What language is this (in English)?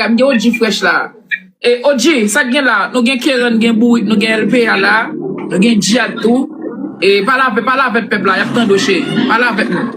Haitian Creole